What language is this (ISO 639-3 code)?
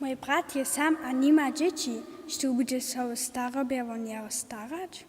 hsb